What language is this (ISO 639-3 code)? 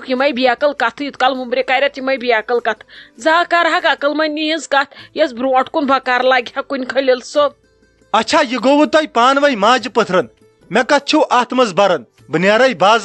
kas